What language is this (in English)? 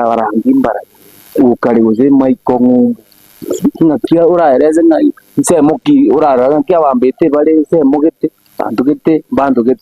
Gusii